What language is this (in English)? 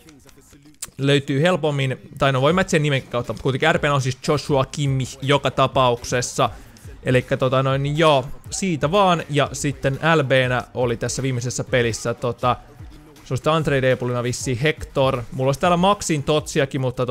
Finnish